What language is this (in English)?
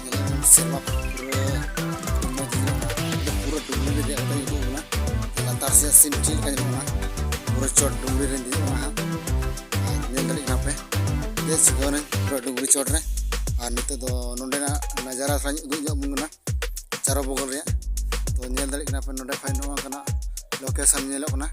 Santali